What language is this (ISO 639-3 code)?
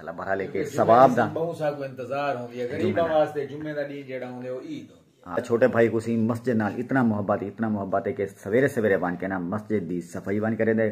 skr